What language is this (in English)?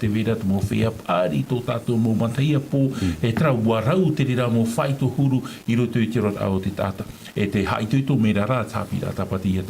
Tahitian